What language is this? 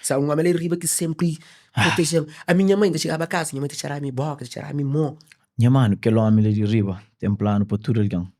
Kabuverdianu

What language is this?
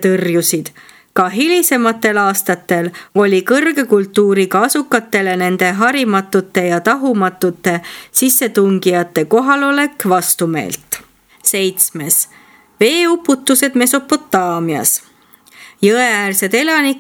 Estonian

